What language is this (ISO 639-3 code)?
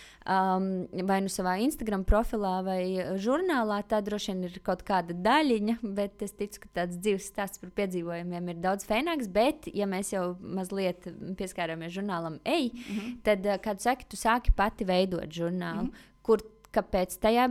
lav